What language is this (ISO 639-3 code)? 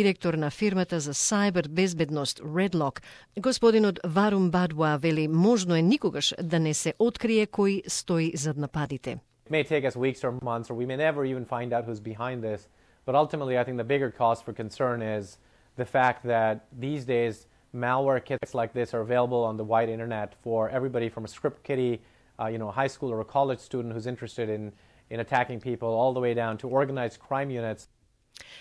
mkd